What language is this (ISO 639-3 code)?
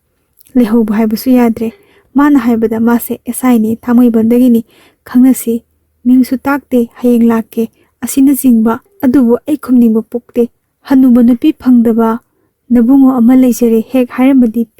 mni